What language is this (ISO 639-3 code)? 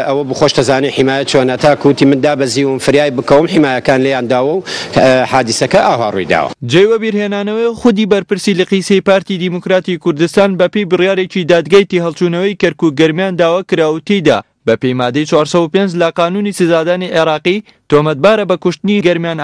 ckb